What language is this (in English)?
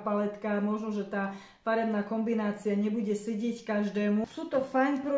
Slovak